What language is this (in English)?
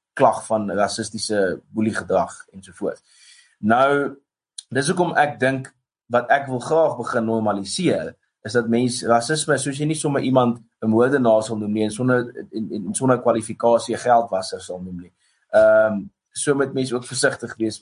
Afrikaans